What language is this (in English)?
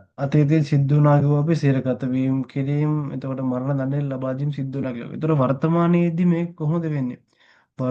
Sinhala